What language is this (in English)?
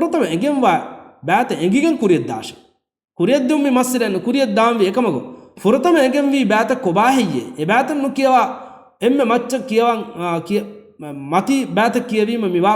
Divehi